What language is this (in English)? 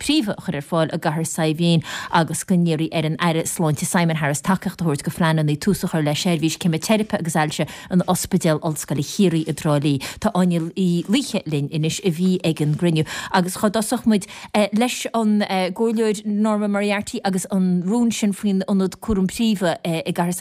Irish